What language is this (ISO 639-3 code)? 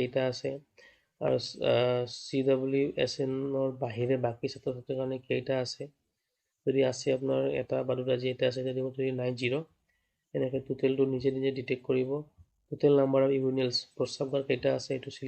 asm